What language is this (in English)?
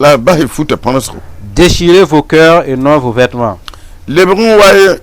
Mossi